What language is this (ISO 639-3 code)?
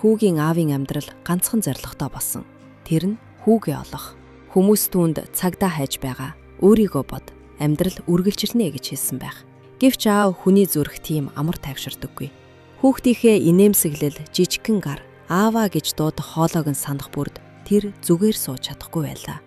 mon